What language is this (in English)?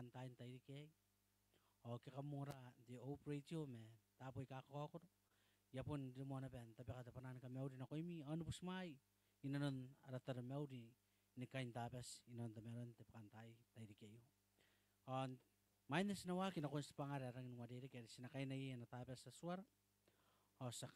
Gilbertese